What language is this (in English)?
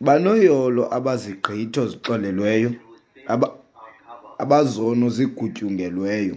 Xhosa